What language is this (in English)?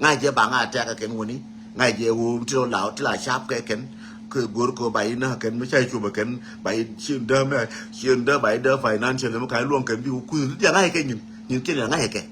Nuer